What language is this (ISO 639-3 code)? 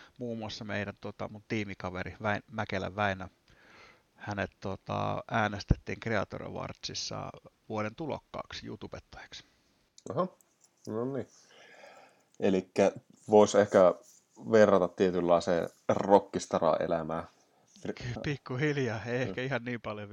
fin